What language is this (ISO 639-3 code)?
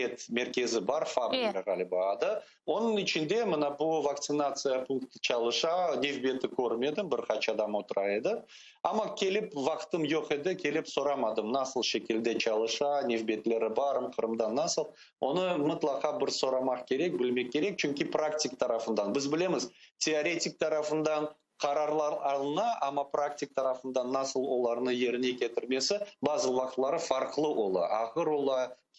crh